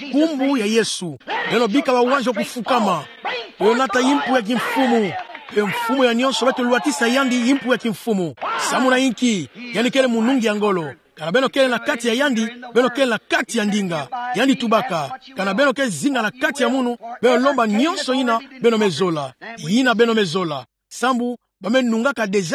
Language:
Kituba (Democratic Republic of Congo)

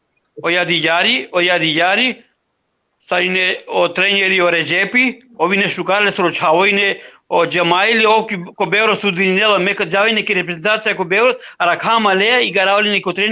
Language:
Balkan Romani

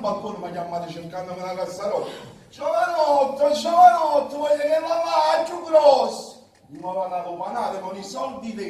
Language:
Neapolitan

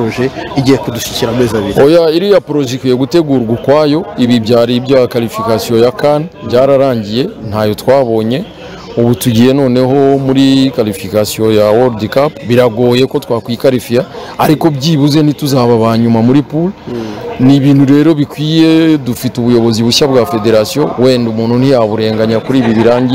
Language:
Kinyarwanda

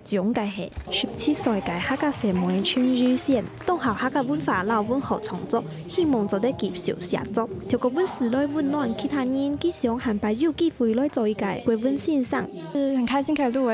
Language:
Hakka Chinese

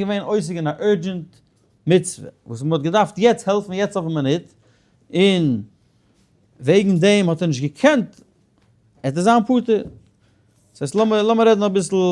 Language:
Yiddish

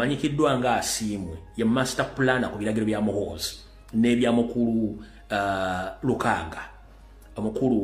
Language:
Ganda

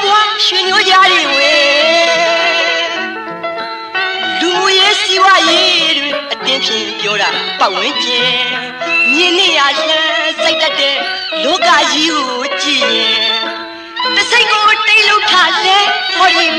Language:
Burmese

